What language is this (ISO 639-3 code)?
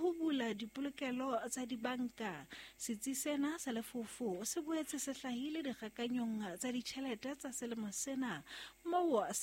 sot